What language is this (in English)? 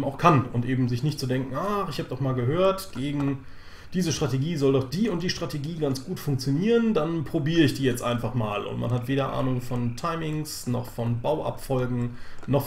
German